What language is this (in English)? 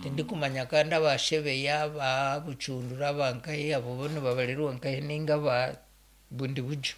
Nyankole